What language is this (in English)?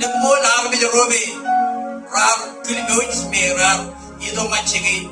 Marshallese